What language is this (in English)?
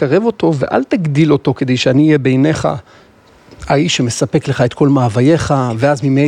Hebrew